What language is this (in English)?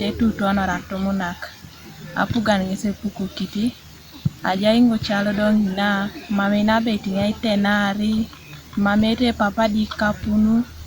Teso